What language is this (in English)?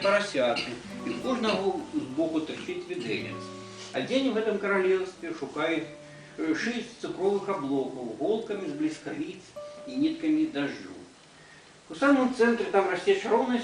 Belarusian